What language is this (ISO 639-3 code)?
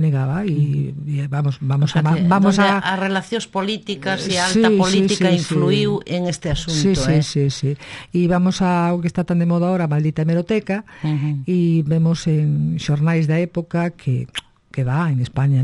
glg